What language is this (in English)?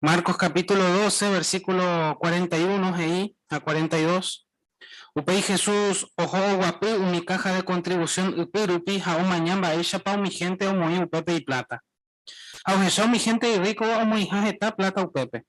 Guarani